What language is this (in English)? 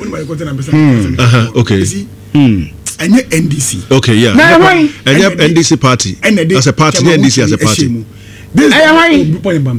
Akan